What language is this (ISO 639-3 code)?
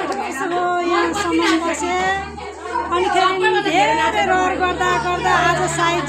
nep